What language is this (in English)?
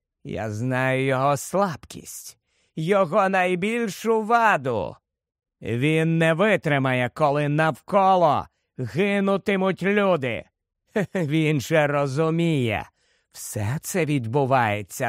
Ukrainian